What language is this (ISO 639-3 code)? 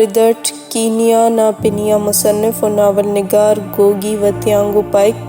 brh